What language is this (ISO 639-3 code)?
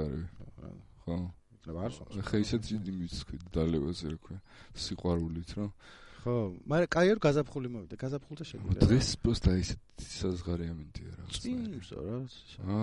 kat